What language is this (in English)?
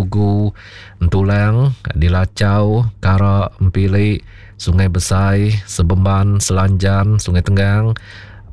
Iban